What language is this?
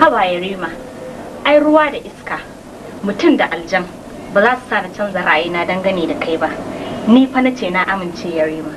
Hausa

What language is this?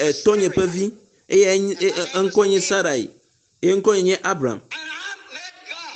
Ewe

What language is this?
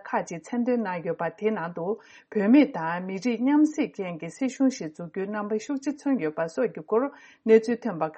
Tibetan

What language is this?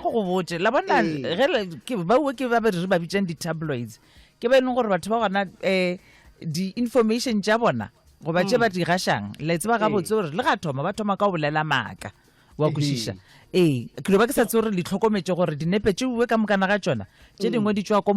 Northern Sotho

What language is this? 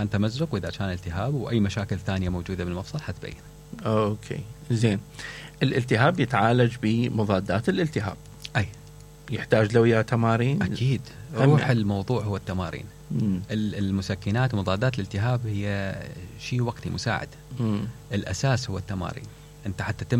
Mesopotamian Arabic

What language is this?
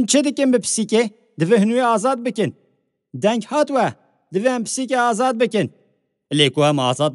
Kurdish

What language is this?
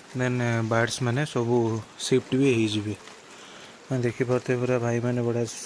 Odia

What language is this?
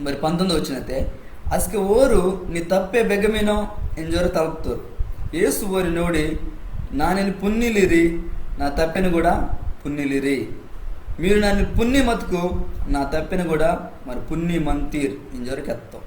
Koya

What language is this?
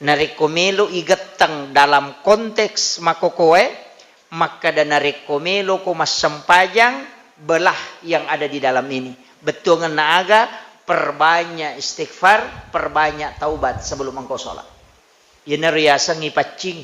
Buginese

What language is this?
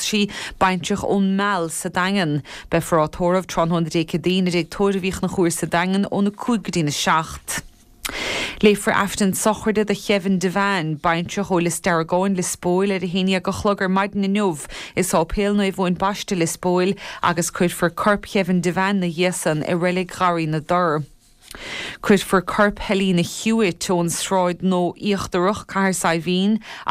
Irish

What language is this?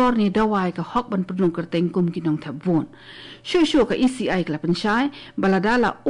Khasi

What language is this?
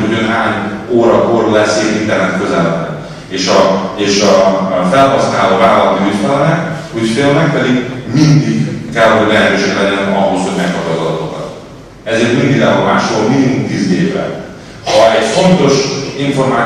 Hungarian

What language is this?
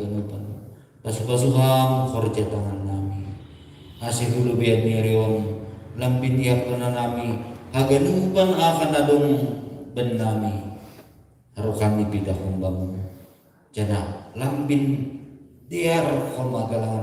Batak Simalungun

